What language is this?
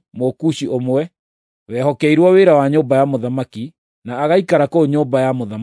Kikuyu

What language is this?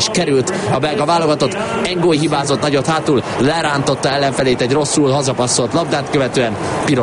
Hungarian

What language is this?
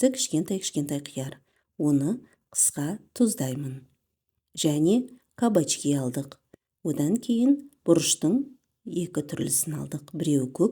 Kazakh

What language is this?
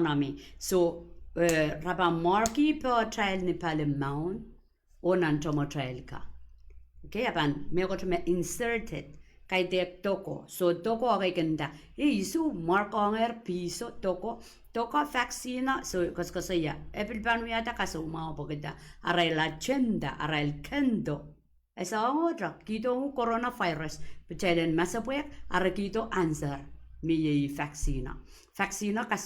Pohnpeian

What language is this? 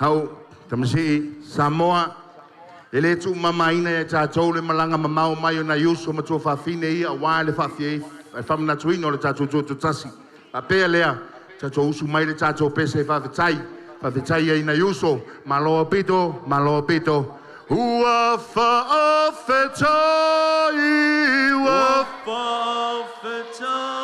Samoan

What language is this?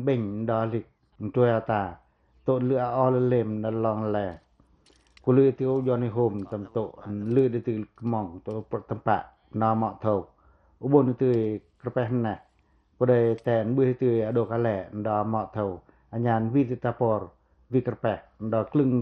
Pacoh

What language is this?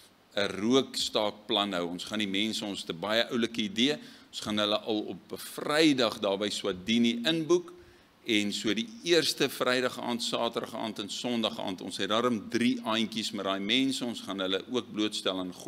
Afrikaans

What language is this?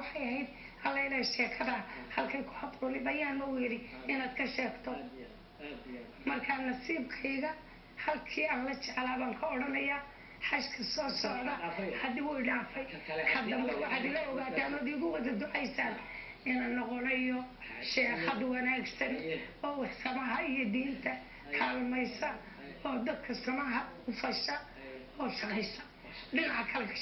Somali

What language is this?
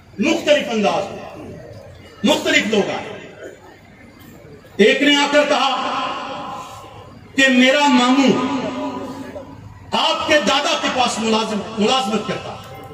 Urdu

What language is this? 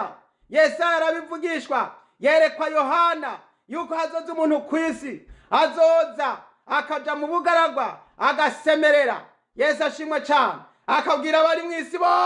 Rundi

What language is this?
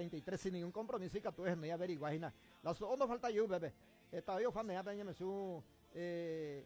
Guarani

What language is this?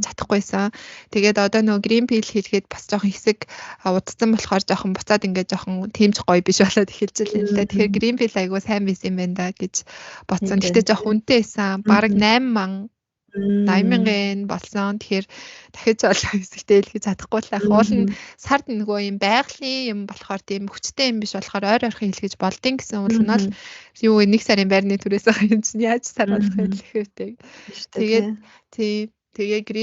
Mongolian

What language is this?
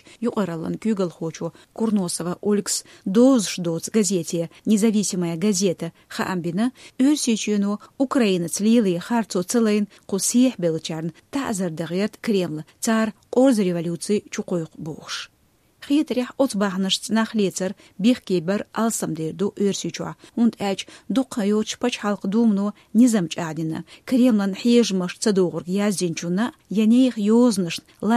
Chechen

